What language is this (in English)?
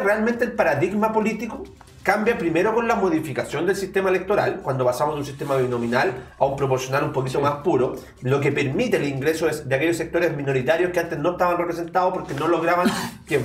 Spanish